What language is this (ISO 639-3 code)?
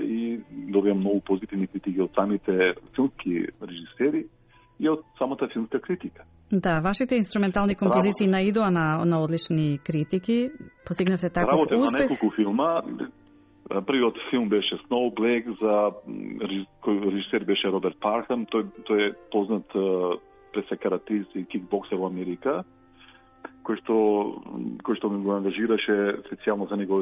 mkd